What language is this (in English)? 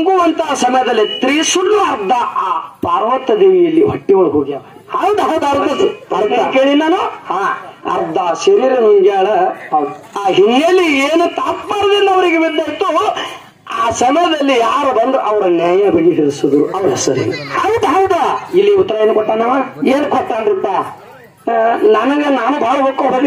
Kannada